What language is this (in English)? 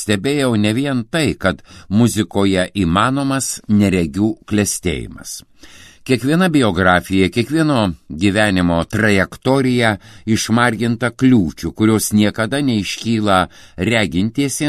Lithuanian